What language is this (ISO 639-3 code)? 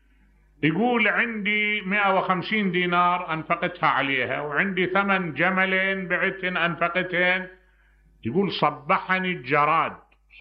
acm